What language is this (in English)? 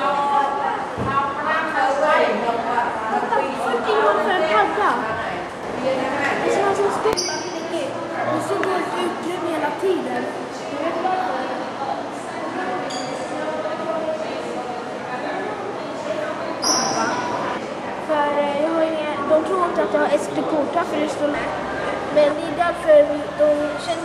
Swedish